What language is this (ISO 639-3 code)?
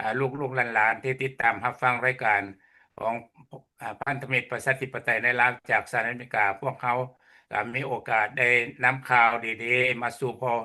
lao